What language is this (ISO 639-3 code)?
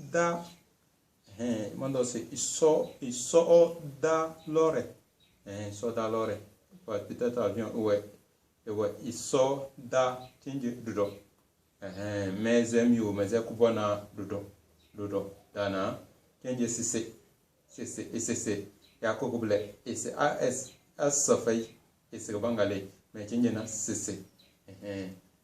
kdh